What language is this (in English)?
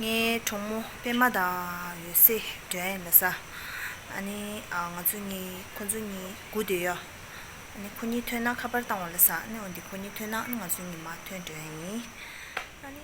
Tibetan